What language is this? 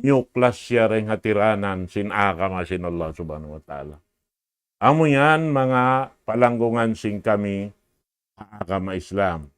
Tausug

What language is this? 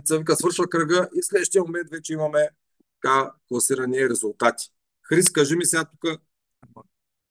Bulgarian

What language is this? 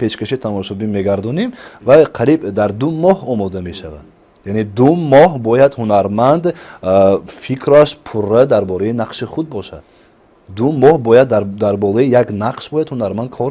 Tajik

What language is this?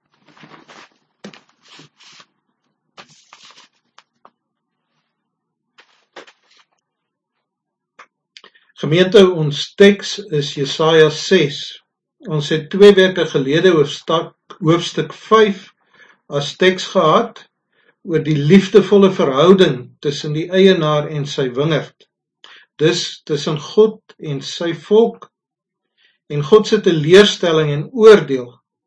Afrikaans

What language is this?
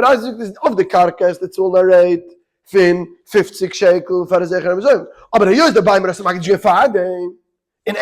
Yiddish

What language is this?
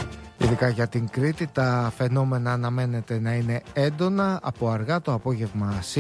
Greek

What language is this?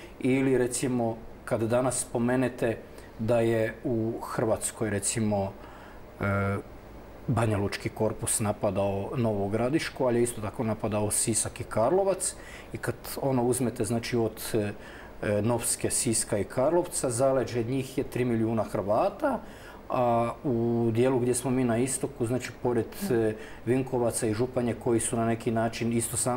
Croatian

